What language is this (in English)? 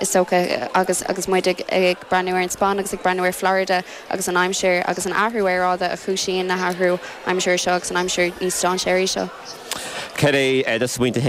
Irish